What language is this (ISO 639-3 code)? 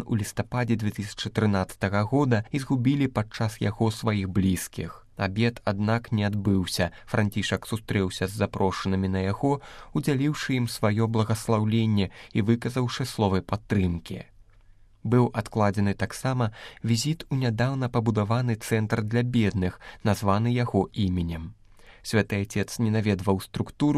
bel